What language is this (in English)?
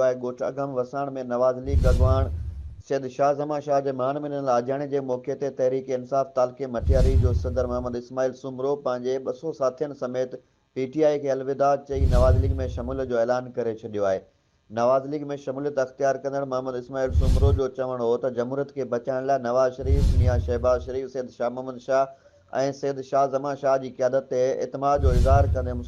Sindhi